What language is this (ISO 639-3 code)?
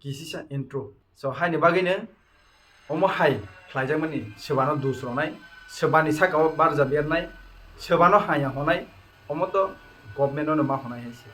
trp